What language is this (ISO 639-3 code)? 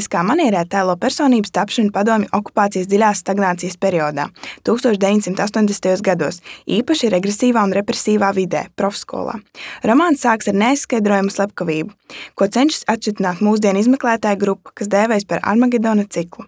lav